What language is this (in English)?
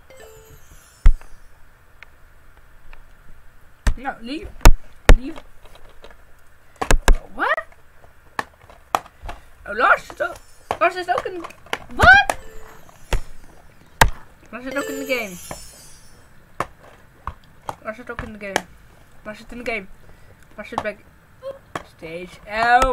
Dutch